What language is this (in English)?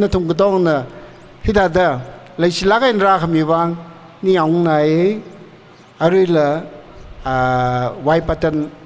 Tangkhul Naga (India)